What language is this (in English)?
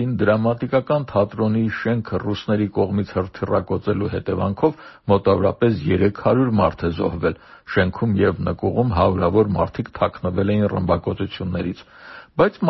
Armenian